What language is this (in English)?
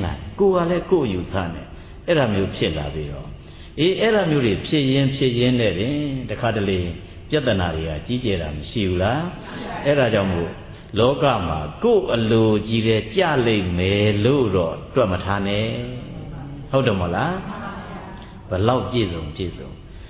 Burmese